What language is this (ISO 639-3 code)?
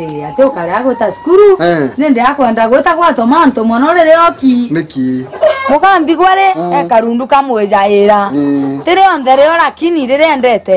mer